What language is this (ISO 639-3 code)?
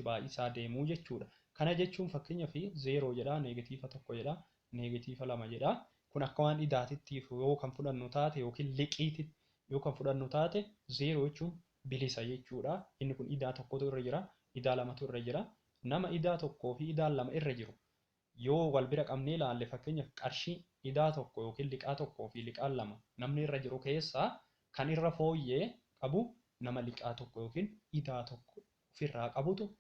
orm